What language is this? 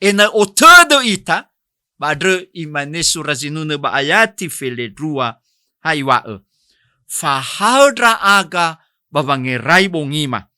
Nias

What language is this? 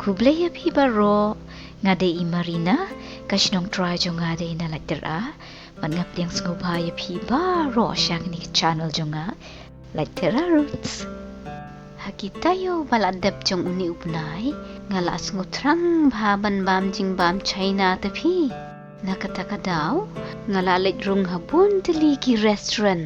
Khasi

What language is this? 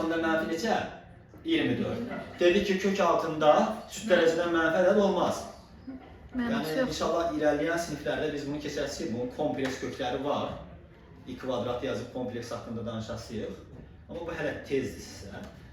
Azerbaijani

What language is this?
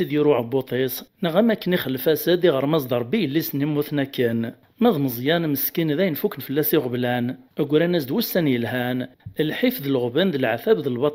Kabyle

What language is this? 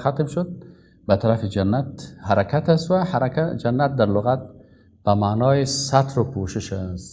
Persian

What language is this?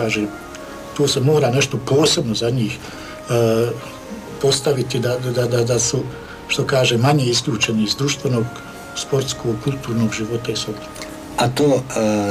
Croatian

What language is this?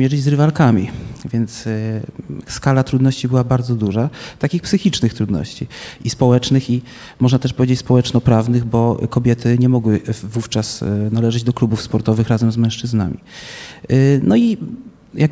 Polish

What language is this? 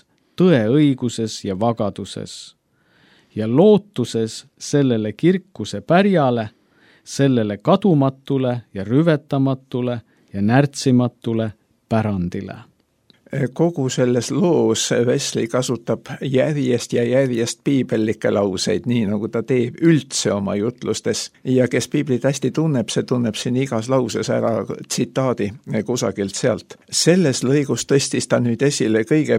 Estonian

